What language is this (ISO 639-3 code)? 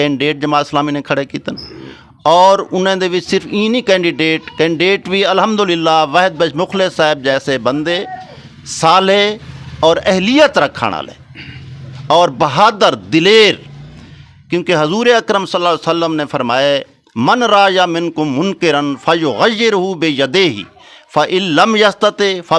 skr